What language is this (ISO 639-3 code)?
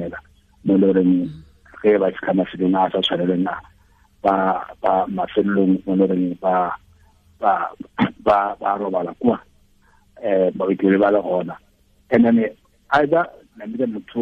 tsn